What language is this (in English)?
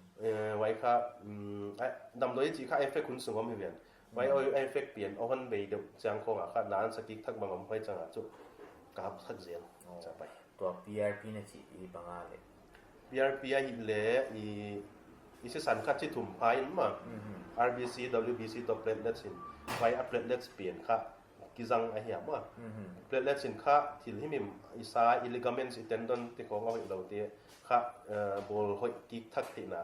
Paite Chin